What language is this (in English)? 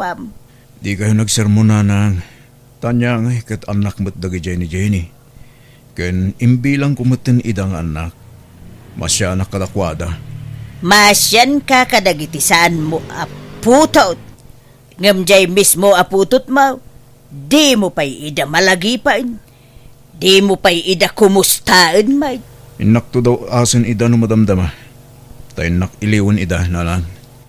Iloko